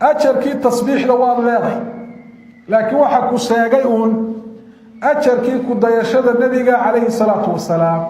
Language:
Somali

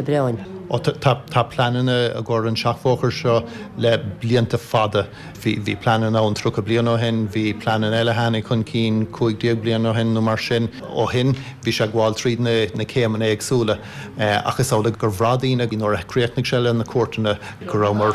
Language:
Irish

